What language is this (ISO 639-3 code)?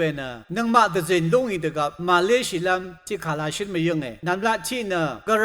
raw